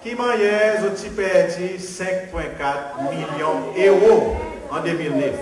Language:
Seselwa Creole French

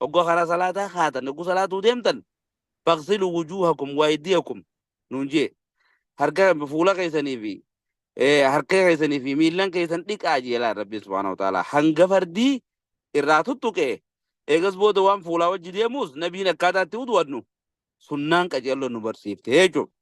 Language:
Oromo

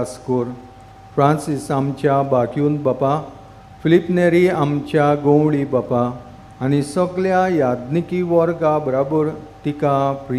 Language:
Konkani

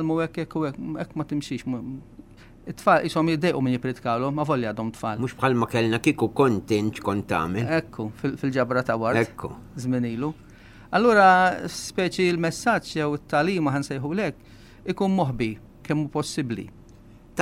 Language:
Maltese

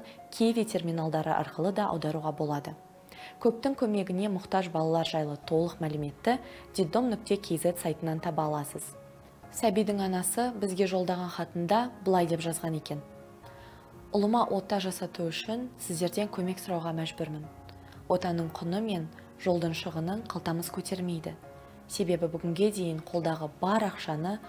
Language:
Kazakh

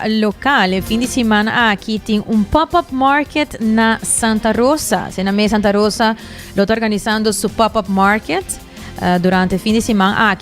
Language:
Papiamento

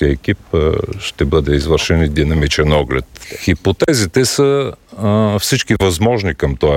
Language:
Bulgarian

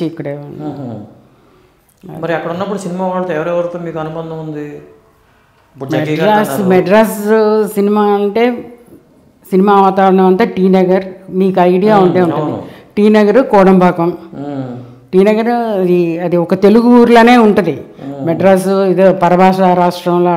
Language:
Telugu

